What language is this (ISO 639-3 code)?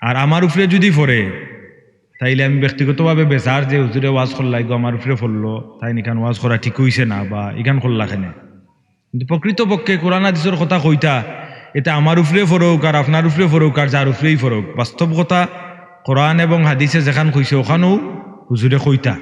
syl